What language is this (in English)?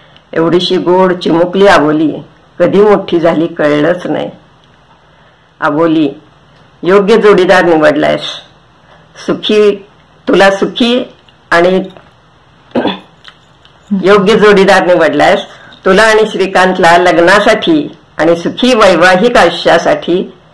Marathi